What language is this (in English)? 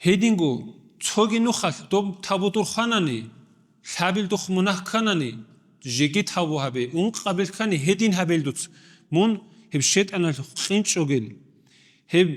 Avaric